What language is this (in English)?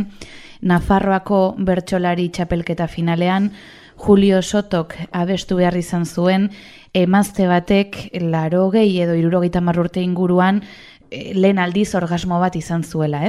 Basque